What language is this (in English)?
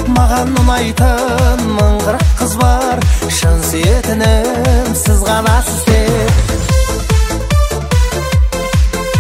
Kazakh